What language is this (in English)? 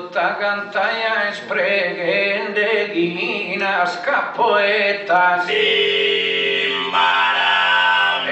Sardinian